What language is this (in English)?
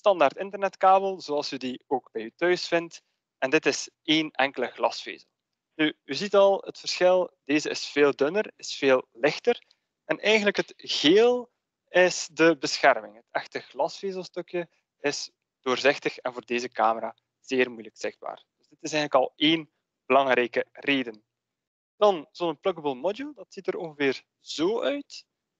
Dutch